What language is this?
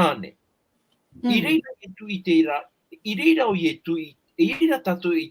Tahitian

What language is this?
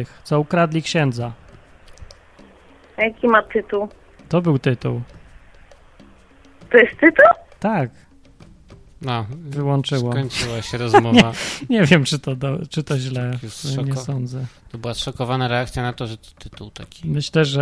Polish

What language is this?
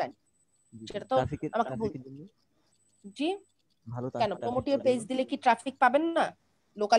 Bangla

